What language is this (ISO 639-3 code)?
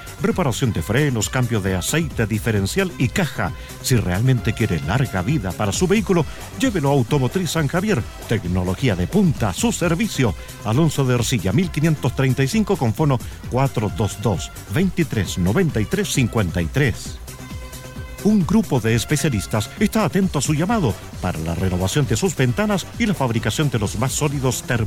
spa